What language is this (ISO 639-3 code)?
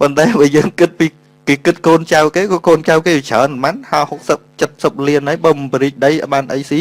khm